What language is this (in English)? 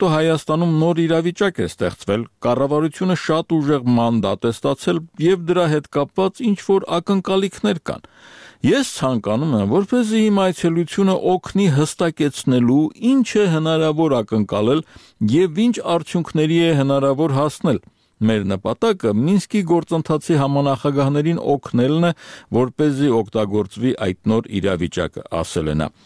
Armenian